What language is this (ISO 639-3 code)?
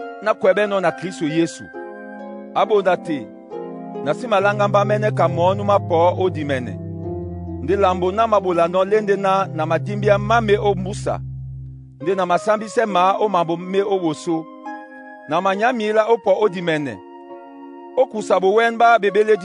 dua